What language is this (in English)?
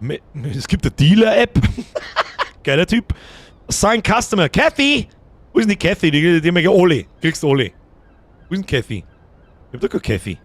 Bavarian